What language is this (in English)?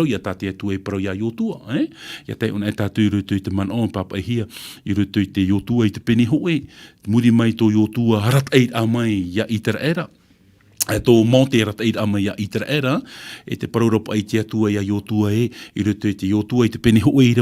Tahitian